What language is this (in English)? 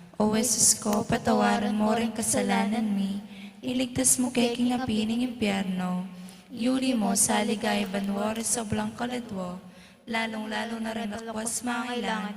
Pampanga